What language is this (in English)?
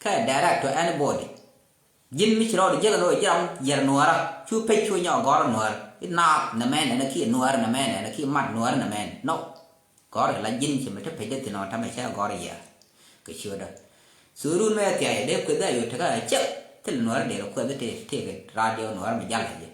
Nuer